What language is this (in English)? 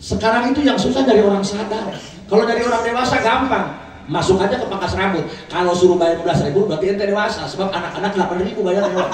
Betawi